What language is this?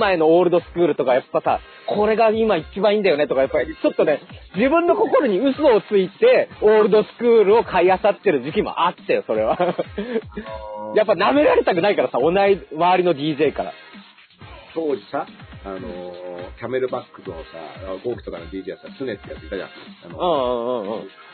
Japanese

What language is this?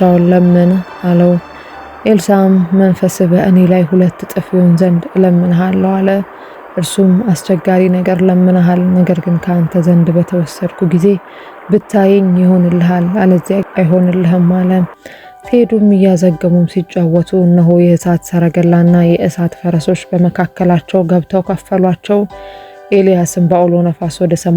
Amharic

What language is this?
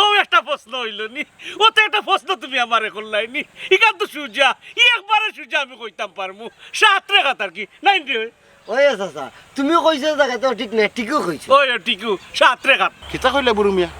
Sylheti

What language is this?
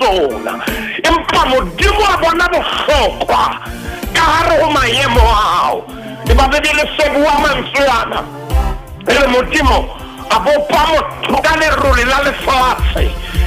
Southern Sotho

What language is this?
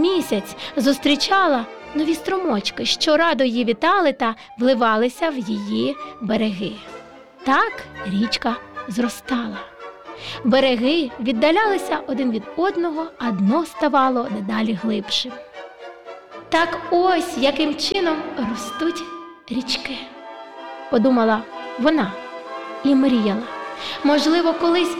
Ukrainian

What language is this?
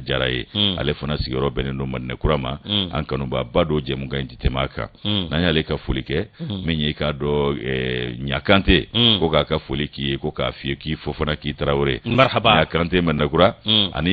Bambara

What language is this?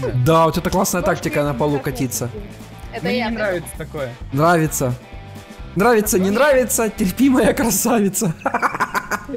Russian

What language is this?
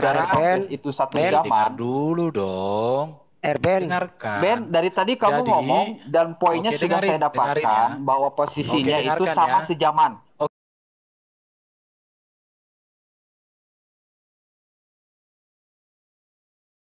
Indonesian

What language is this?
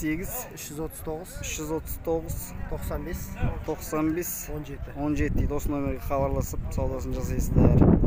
Kazakh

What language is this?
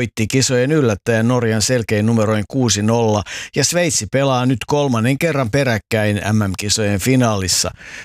Finnish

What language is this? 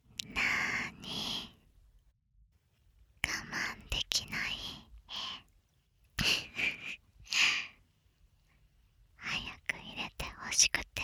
Japanese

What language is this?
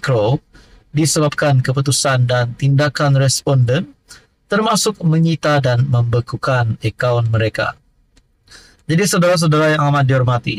Malay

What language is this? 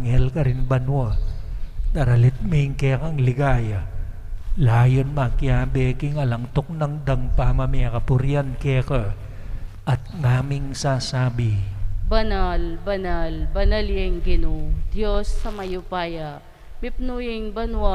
Pampanga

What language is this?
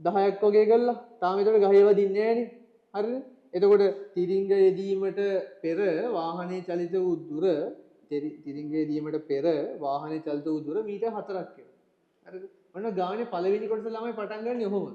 Sinhala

